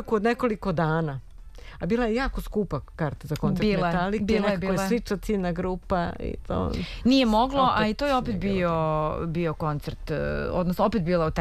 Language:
Serbian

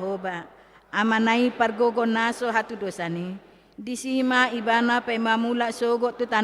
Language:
Batak Toba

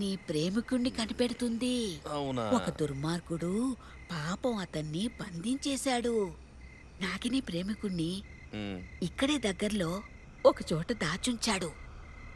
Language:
Telugu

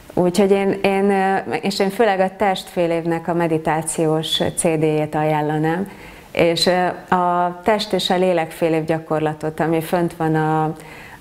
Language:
Hungarian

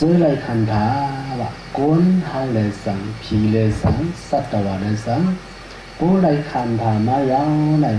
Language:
Shan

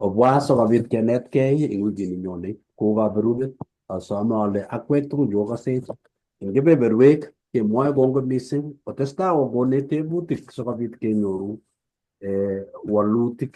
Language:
Kalenjin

